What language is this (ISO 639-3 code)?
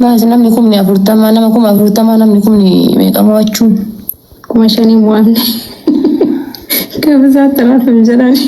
orm